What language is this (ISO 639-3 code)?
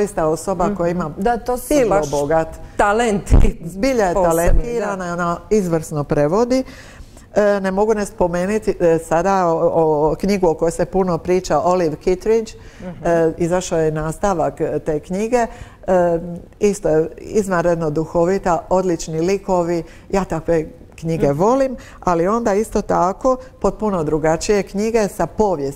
hrv